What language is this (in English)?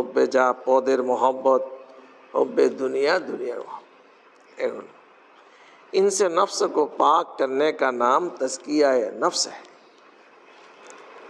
Bangla